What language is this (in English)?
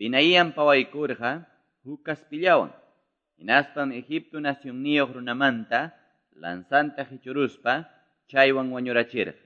Quechua